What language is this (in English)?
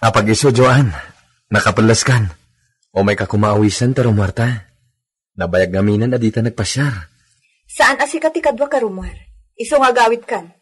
Iloko